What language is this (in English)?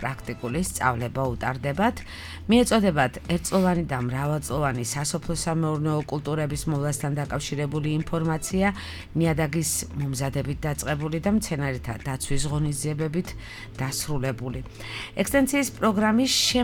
Georgian